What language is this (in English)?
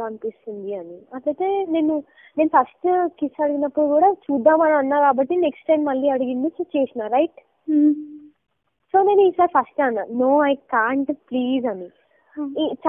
Telugu